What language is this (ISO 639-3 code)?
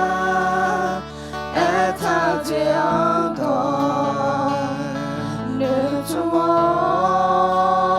ahk